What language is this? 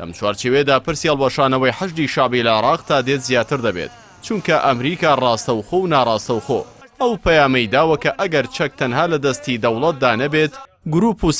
Central Kurdish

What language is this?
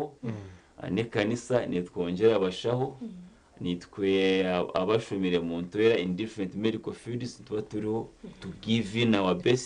Nyankole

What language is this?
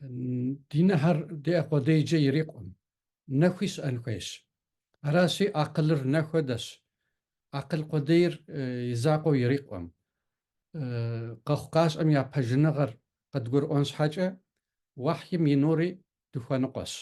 Kabardian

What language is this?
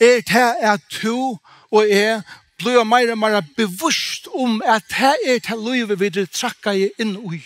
Faroese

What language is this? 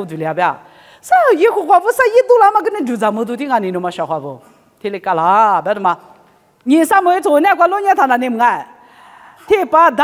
Lisu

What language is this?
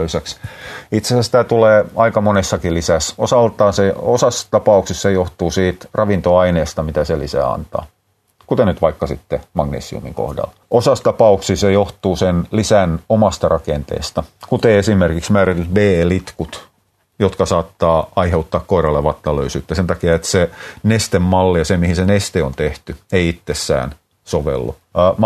Finnish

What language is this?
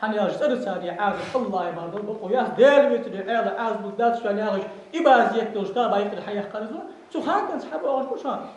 Ingush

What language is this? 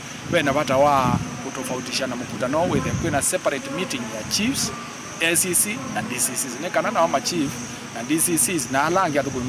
Kamba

